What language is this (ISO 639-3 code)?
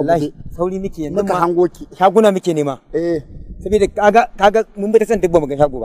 hau